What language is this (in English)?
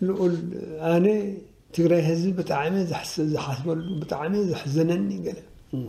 Tigrinya